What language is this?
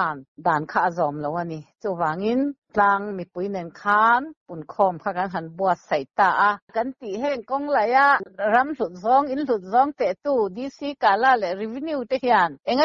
Mizo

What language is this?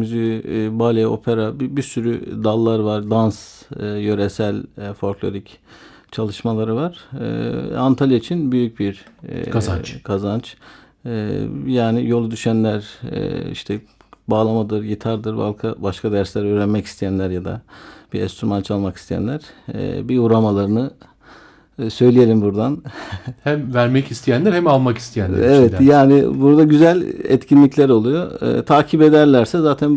Turkish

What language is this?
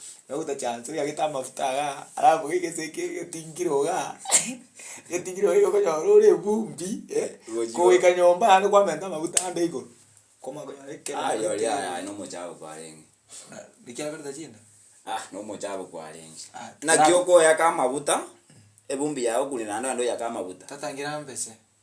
Gusii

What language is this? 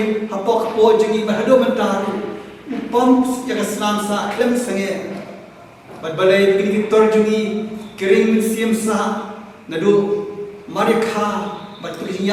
Khasi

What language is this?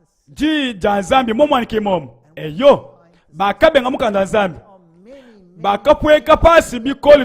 Luba-Lulua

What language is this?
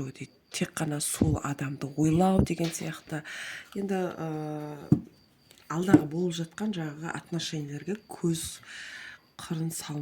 Kazakh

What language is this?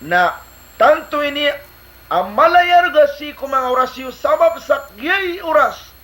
Maranao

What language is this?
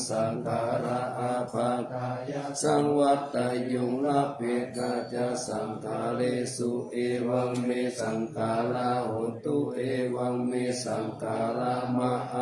Pali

